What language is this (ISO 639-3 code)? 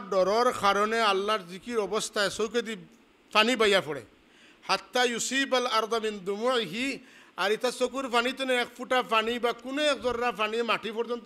syl